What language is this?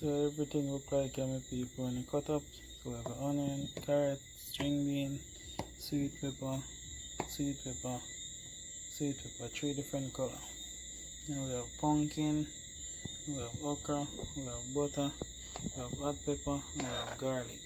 Jamaican Creole English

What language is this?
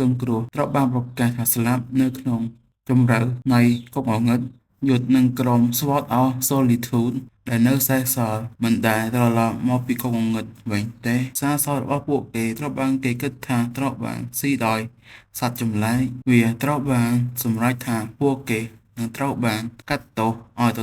Khmer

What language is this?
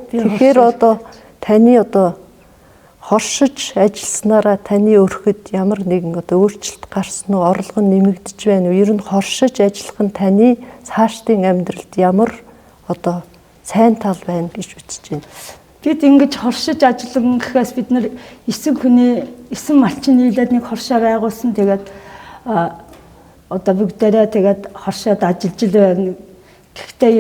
Mongolian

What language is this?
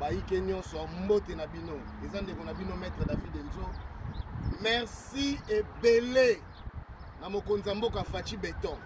Lingala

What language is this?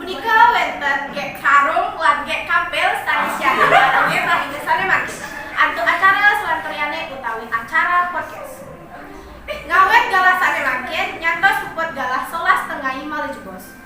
Balinese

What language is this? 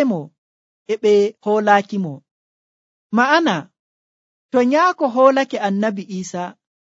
Nigerian Fulfulde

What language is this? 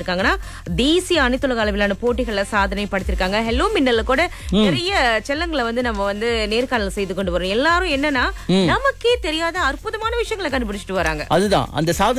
Tamil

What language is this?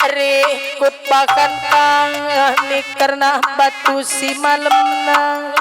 Batak Karo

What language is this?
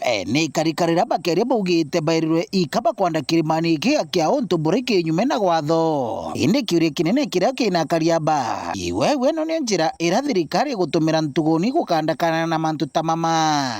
Meru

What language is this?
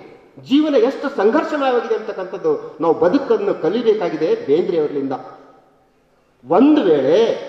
Kannada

